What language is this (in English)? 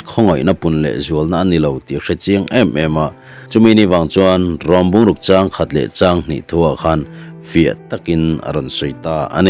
Mizo